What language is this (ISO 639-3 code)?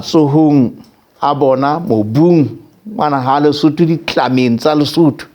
sot